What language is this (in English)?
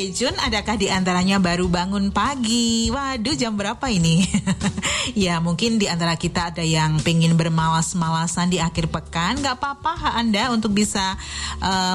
Indonesian